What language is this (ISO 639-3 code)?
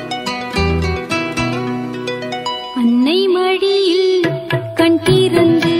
tam